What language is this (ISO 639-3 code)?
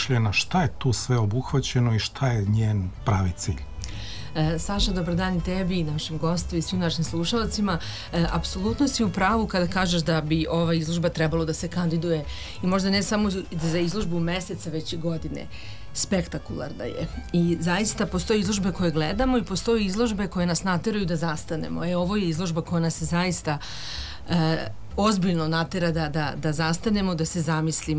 srp